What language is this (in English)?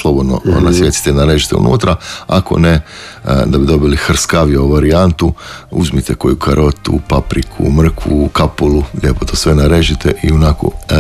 Croatian